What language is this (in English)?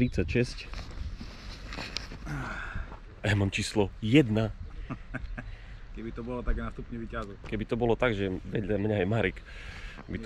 Slovak